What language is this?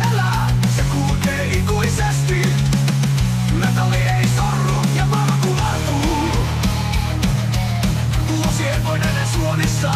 Finnish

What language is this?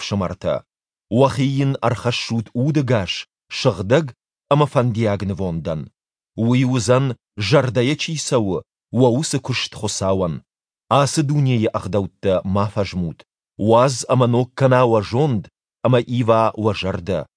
Ossetic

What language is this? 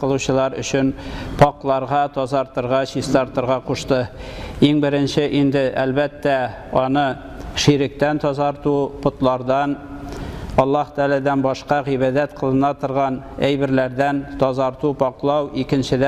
Tatar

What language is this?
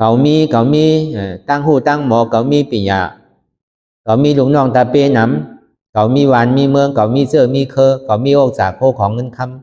Shan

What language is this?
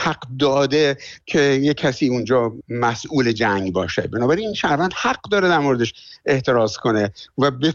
Persian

